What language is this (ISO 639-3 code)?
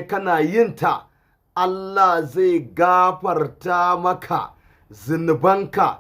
hau